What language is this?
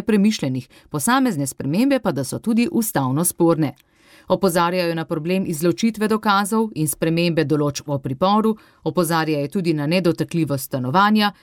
Slovenian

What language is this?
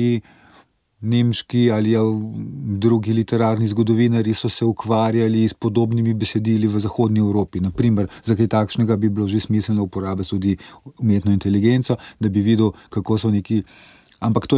Slovenian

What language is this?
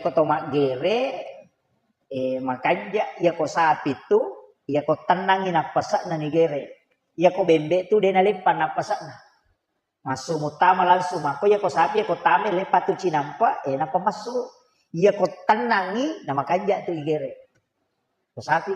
Buginese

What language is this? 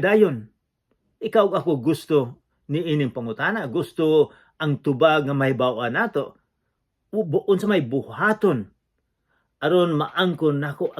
Cebuano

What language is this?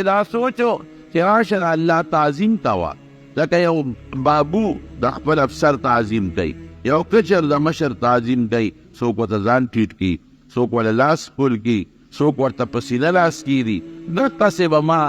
Pashto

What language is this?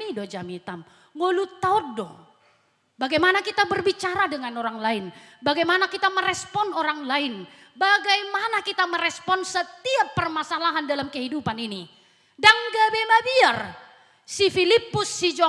Batak Toba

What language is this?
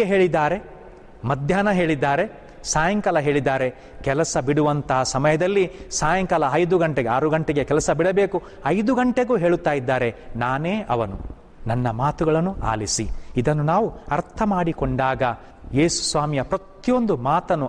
Kannada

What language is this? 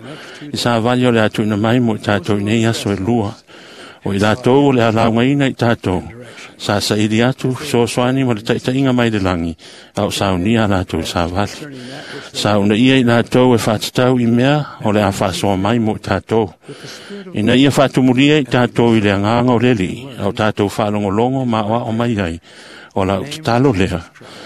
Samoan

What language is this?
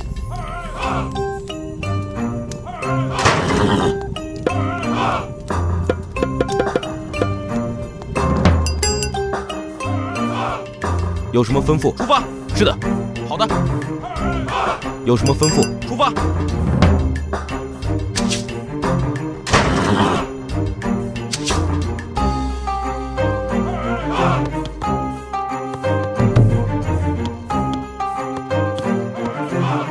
Chinese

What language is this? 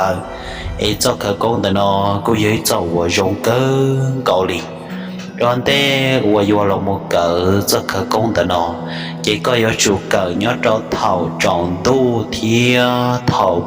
Hmong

